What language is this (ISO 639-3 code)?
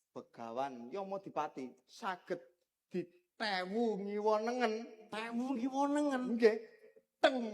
jav